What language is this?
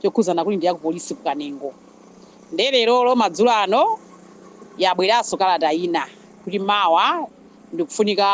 Nyanja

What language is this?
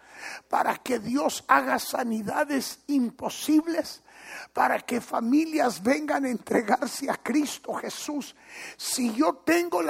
Spanish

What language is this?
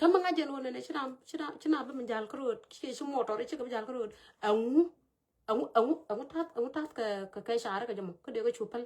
Nuer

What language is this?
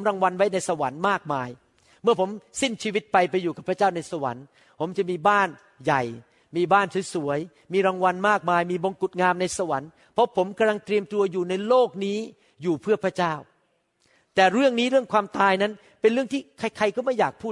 Thai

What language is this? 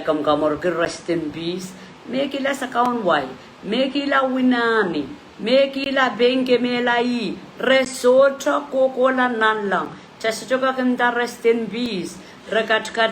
Pohnpeian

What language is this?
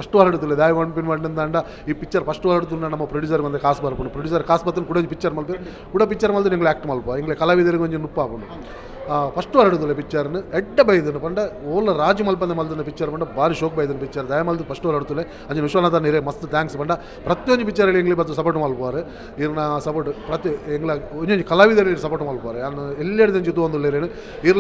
Tulu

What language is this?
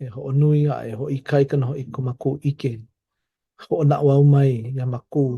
Hawaiian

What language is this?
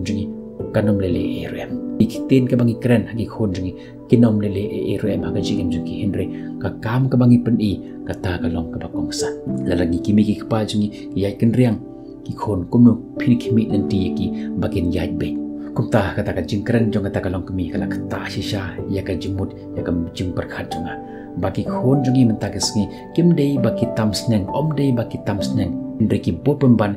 Khasi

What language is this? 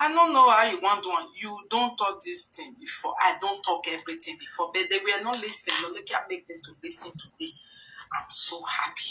Nigerian Pidgin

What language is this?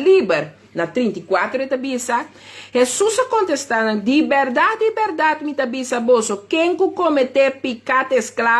Papiamento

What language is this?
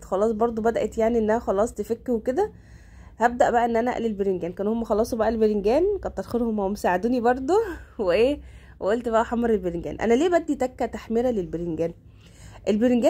Egyptian Arabic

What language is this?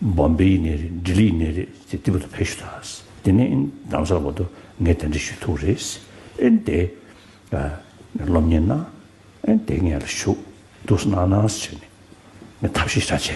Tibetan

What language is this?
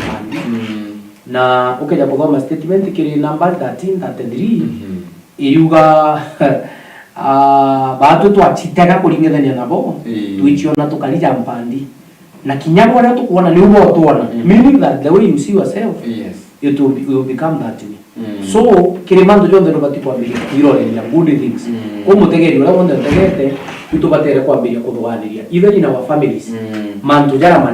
Meru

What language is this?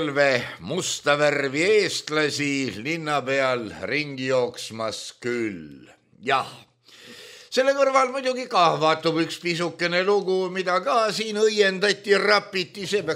Estonian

